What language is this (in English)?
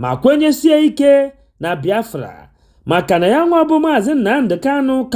Igbo